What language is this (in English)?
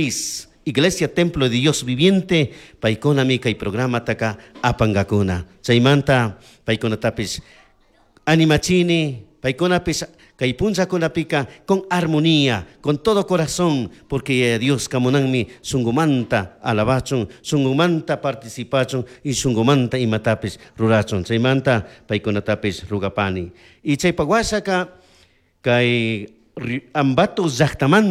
Chimborazo Highland Quichua